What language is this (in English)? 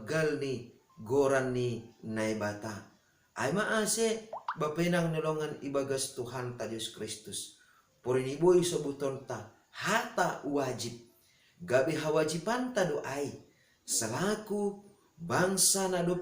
Batak Simalungun